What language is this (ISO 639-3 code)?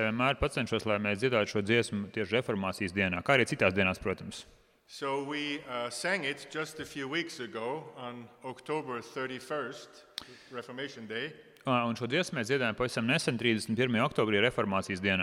lav